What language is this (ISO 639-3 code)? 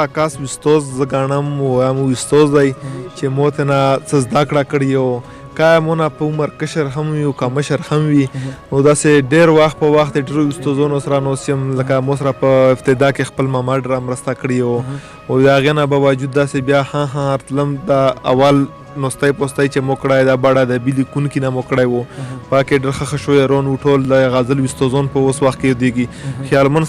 pus